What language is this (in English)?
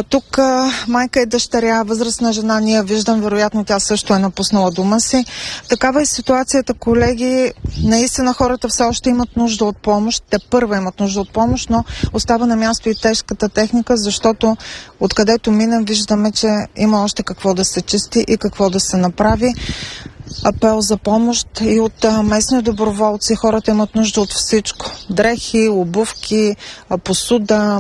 Bulgarian